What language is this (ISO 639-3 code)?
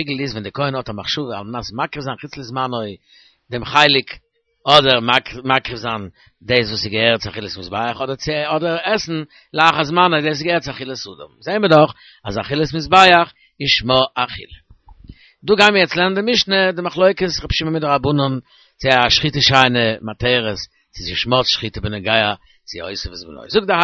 yid